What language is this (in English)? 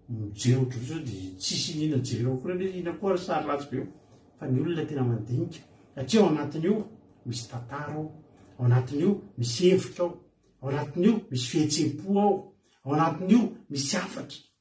Malagasy